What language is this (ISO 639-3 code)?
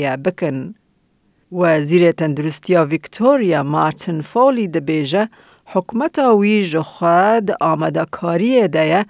kur